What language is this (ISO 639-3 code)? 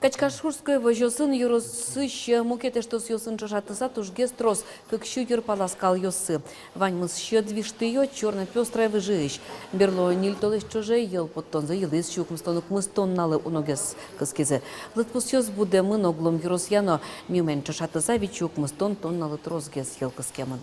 udm